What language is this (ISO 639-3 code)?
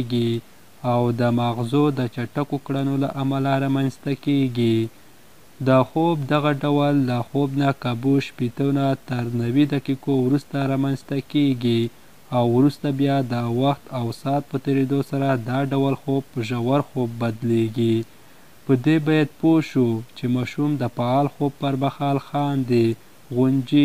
pus